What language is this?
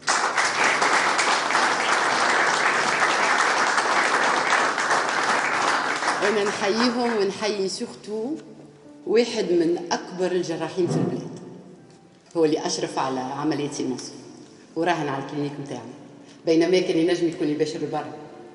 Tunisian Arabic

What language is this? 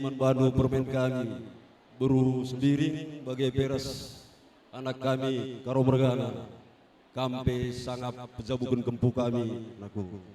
Batak Karo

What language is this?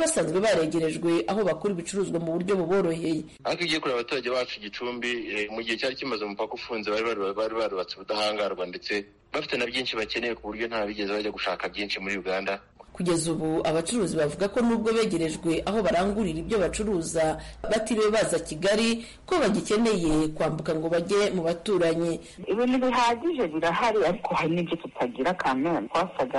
Kinyarwanda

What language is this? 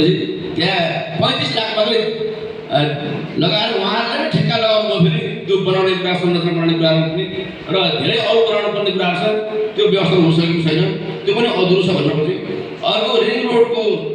Nepali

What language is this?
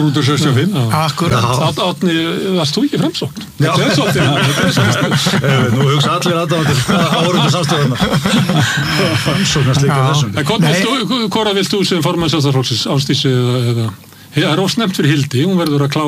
Icelandic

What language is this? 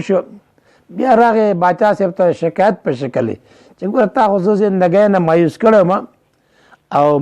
Pashto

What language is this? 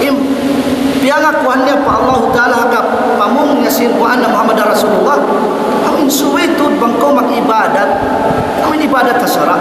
Tausug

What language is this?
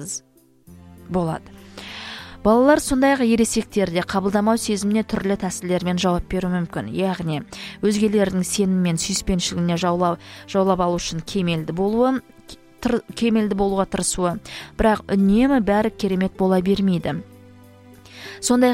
Kazakh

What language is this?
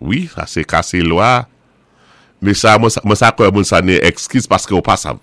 Saint Lucian Creole French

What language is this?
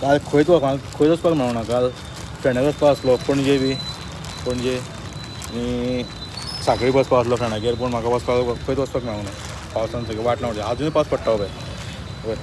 Konkani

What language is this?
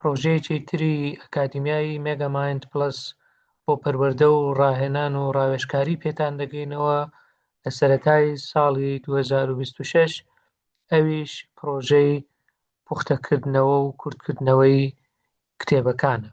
Central Kurdish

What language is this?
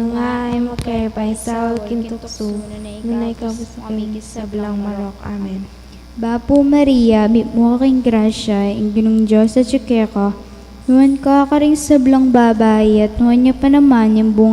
Pampanga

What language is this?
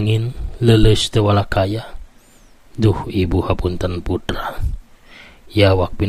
Sundanese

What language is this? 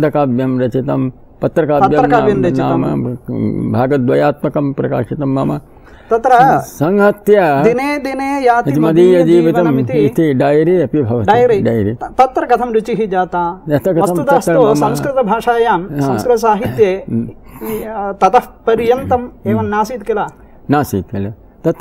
Sanskrit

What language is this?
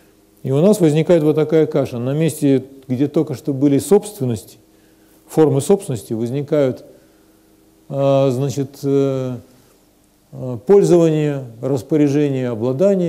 Russian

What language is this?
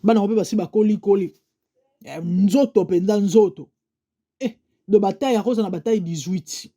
Lingala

